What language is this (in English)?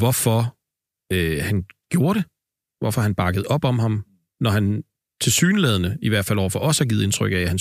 Danish